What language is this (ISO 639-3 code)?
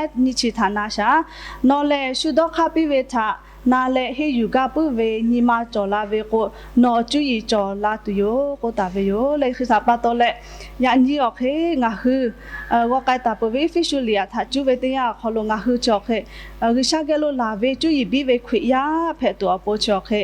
lhu